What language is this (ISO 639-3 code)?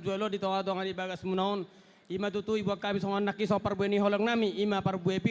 bbc